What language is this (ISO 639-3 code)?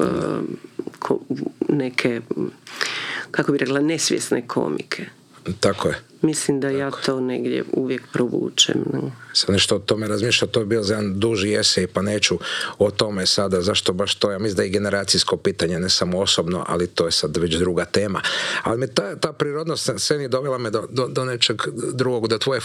hrv